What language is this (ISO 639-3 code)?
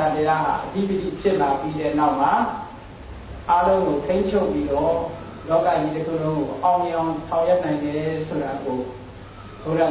mya